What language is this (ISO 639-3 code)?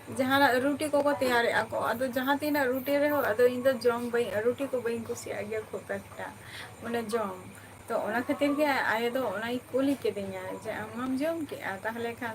sat